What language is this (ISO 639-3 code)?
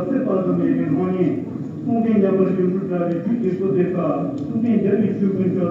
bod